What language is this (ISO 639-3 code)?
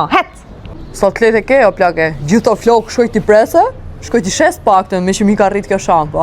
sqi